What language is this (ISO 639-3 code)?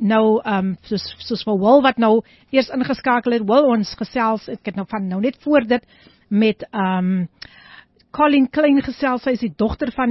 afr